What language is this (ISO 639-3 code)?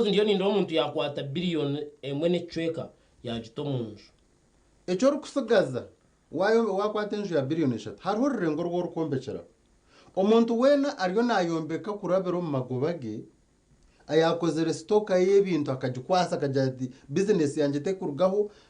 nyn